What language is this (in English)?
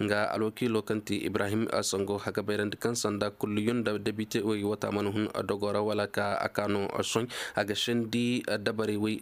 Zarma